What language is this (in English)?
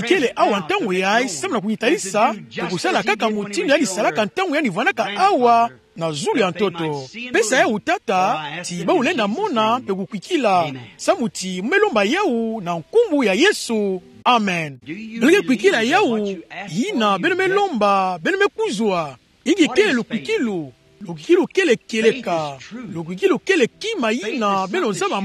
Kituba (Democratic Republic of Congo)